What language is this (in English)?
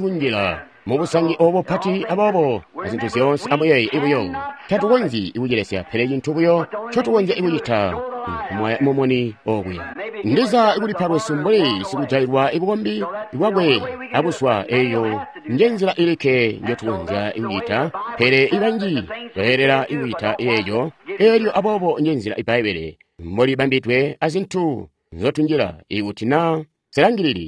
Tonga (Zambia)